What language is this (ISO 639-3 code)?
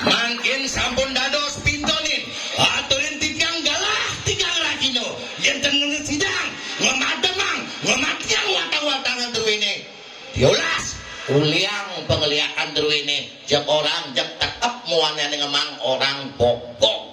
ban